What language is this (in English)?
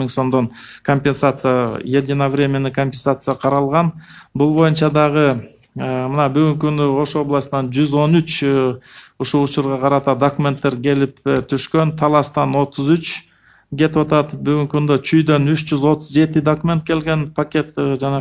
Kyrgyz